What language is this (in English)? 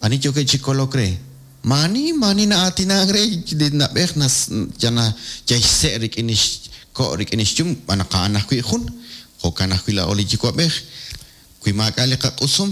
Kekchí